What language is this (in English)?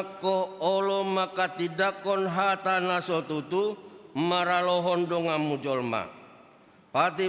Batak Toba